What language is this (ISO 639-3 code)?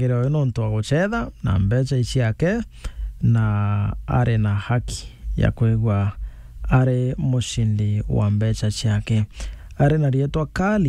mer